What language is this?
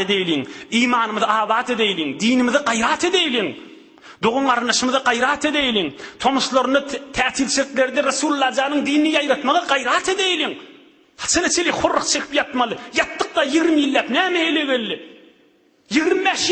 Turkmen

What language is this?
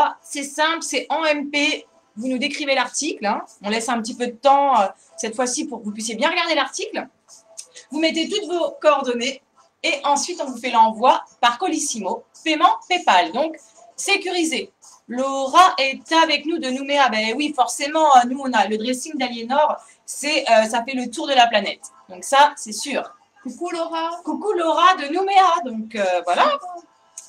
French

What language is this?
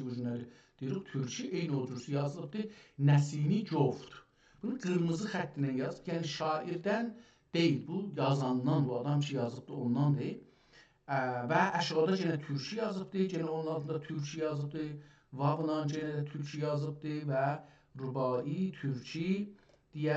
South Azerbaijani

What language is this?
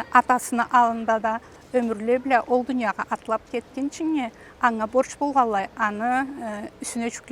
Karachay-Balkar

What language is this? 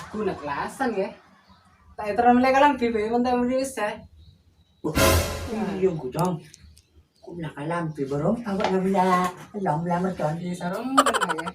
Madurese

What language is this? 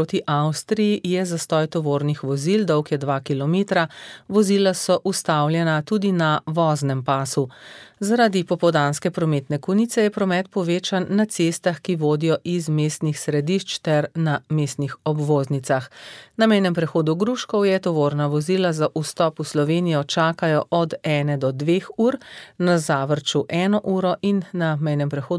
Slovenian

